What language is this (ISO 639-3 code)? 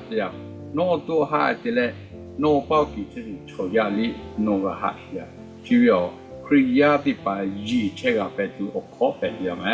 lhu